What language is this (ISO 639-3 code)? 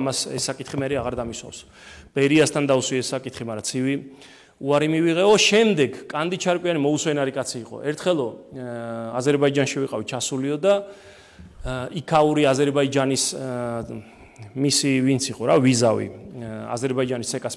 kat